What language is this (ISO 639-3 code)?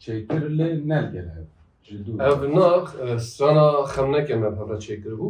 kur